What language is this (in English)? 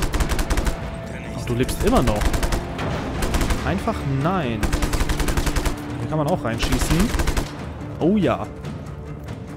German